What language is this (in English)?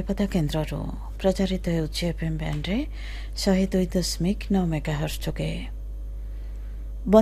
Odia